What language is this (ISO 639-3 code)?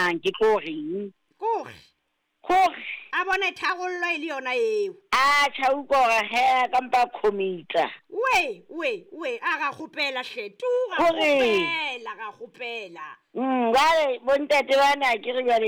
sot